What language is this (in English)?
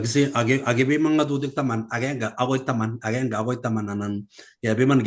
Kalenjin